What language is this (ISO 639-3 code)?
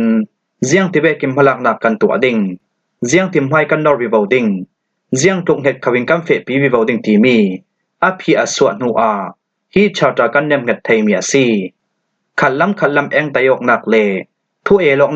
cfm